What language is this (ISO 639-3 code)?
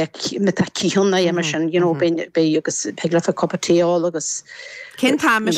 gle